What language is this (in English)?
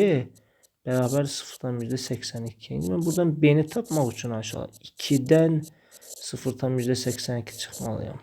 Azerbaijani